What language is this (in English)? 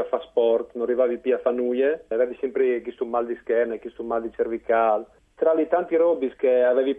Friulian